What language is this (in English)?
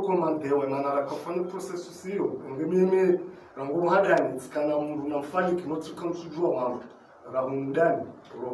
Ngazidja Comorian